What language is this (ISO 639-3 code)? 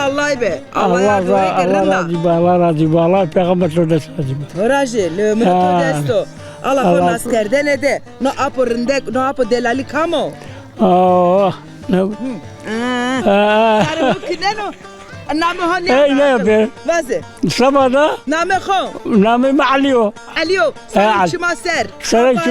zza